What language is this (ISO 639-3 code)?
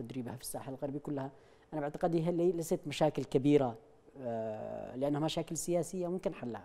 ara